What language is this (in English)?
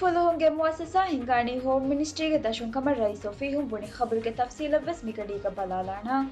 Divehi